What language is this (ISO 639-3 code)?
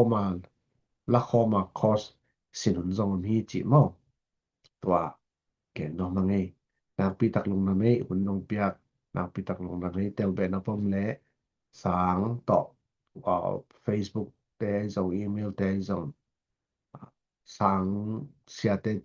ctd